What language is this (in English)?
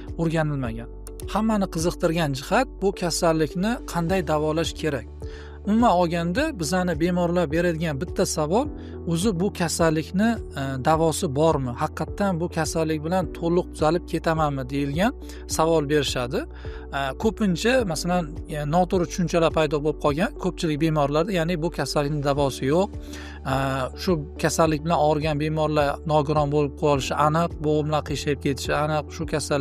Uzbek